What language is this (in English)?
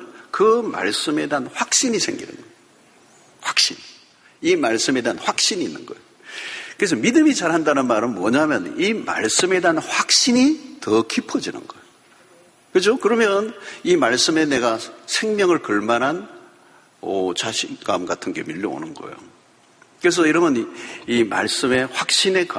Korean